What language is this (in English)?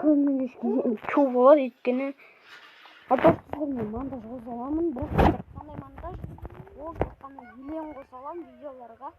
Kazakh